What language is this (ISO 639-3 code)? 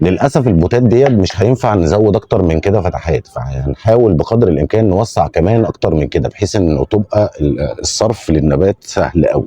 arz